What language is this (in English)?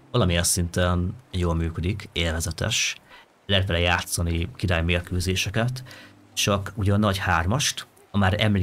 Hungarian